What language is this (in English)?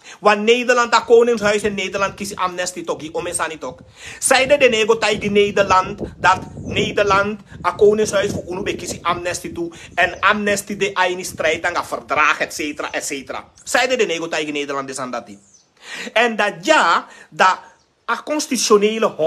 Sranan Tongo